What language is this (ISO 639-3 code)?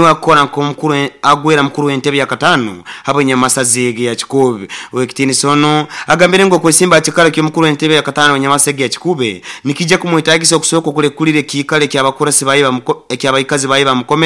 nyo